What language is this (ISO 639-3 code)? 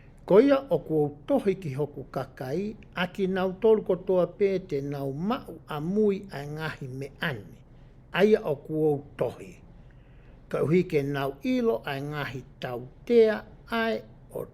ton